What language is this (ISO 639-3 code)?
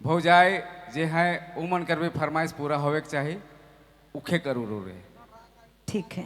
sck